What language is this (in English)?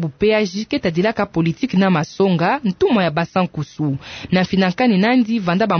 Kituba (Democratic Republic of Congo)